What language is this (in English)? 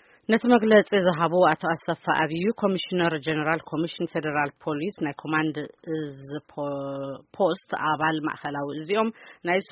Tigrinya